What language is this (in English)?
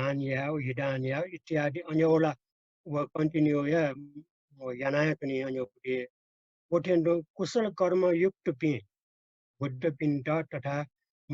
Newari